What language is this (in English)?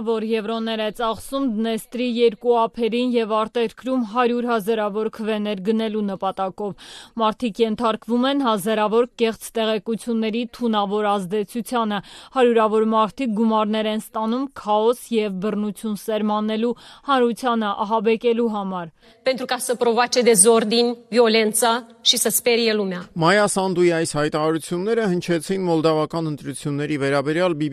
Armenian